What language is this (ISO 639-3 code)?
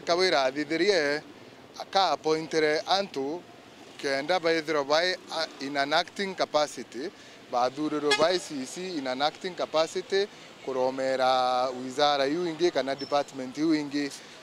mer